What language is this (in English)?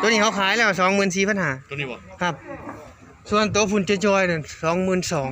Northeastern Thai